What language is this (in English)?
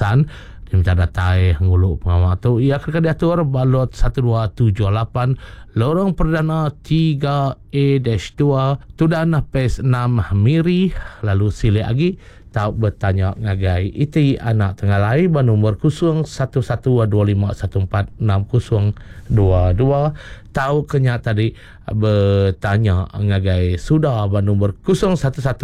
Iban